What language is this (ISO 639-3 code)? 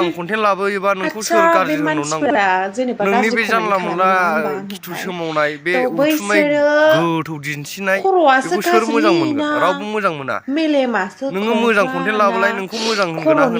brx